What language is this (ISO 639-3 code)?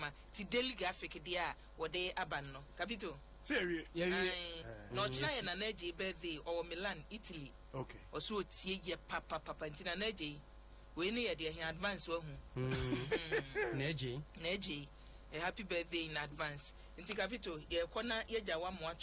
aka